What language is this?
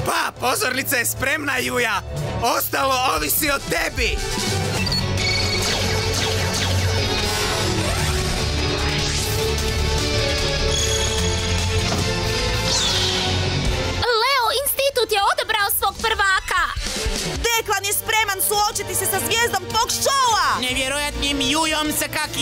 Croatian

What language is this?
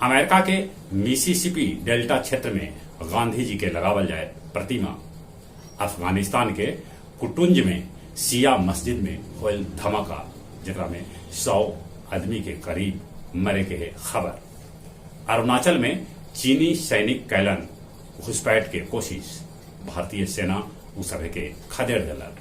Magahi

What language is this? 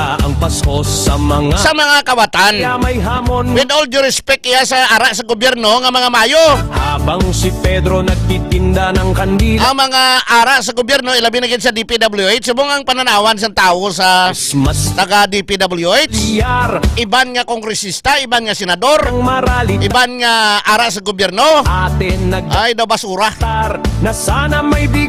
Hiligaynon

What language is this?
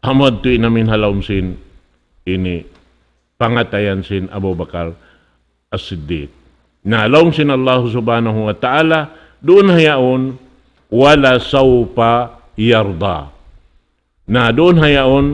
Tausug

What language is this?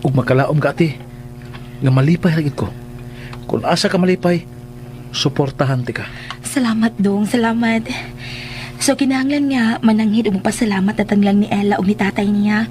Cebuano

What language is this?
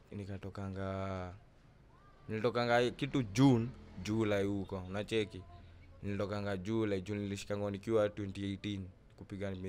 Swahili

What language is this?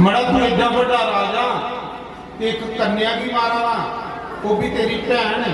Dogri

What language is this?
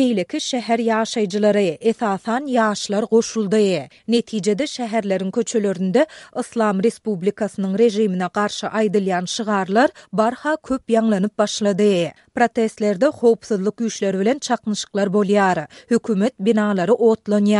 Turkmen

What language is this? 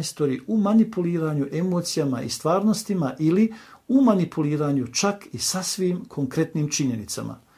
Bosnian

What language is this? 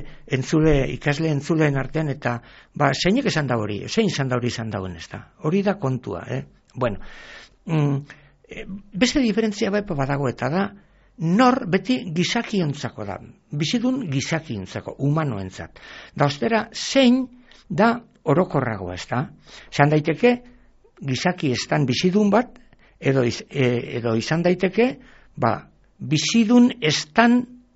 Basque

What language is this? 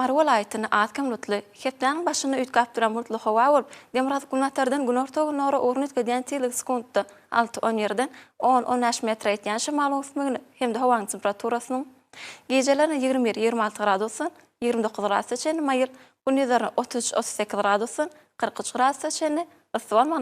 Turkmen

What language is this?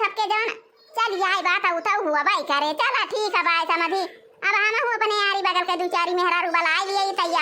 Awadhi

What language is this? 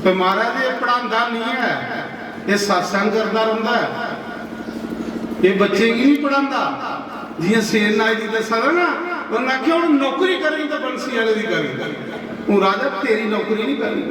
Dogri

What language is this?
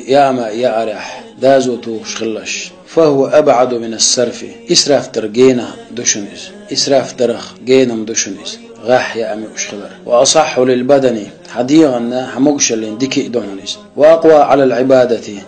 Chechen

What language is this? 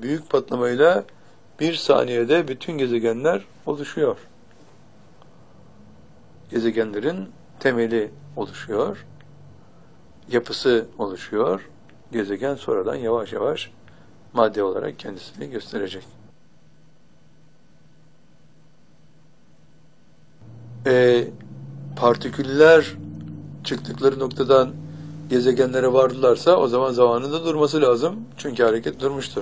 Turkish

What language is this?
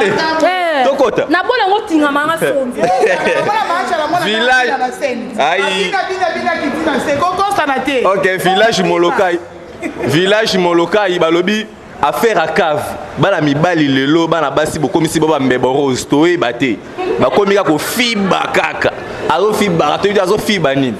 Lingala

